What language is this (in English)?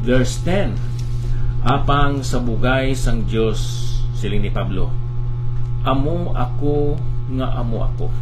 Hiligaynon